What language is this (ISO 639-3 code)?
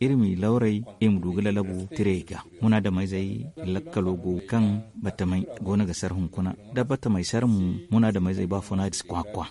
dje